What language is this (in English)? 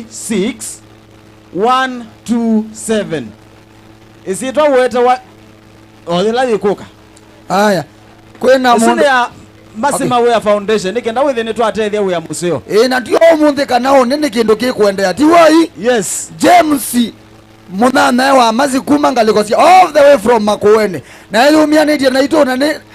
Kamba